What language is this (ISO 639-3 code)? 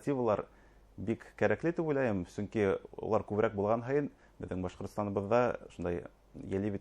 bak